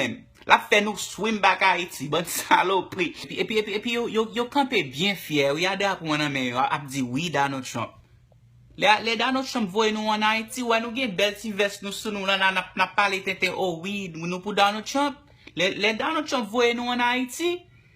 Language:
Haitian Creole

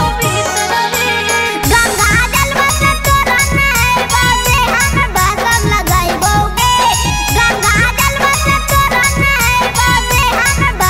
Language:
Bhojpuri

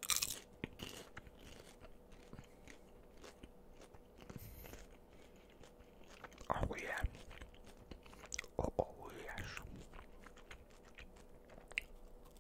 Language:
English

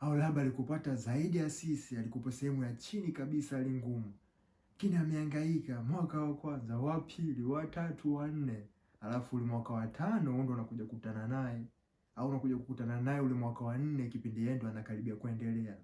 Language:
Swahili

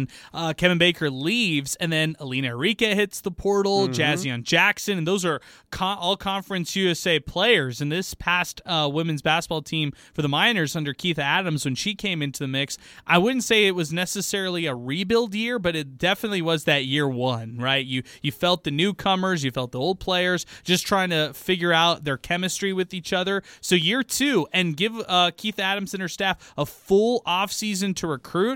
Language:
English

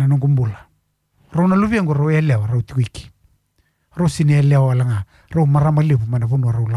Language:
Fijian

